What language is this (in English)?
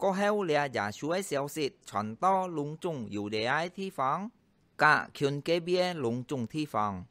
Hakka Chinese